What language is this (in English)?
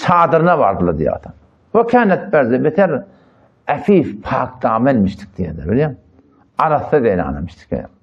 Turkmen